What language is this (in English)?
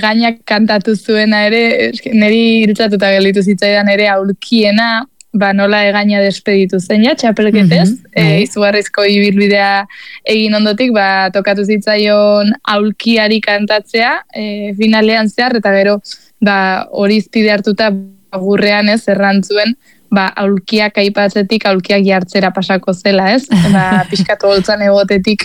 Basque